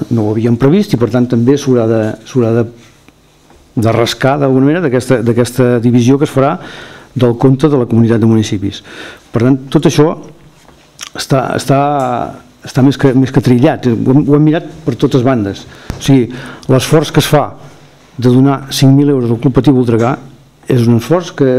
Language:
Catalan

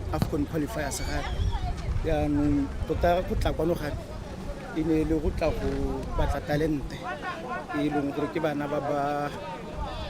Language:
Tswana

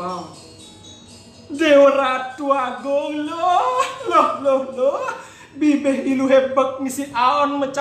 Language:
Balinese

